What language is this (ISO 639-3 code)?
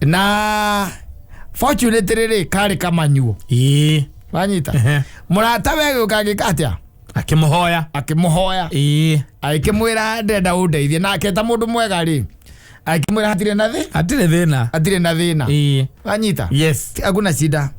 kik